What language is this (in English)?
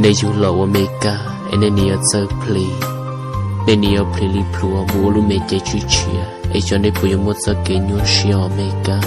Hmong